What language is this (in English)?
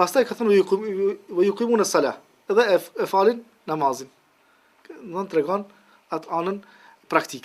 Albanian